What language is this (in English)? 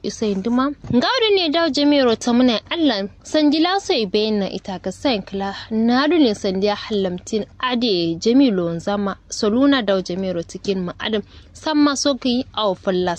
Kanuri